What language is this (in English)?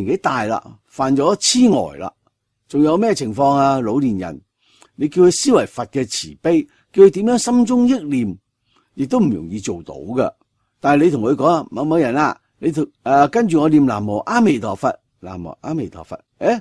Cantonese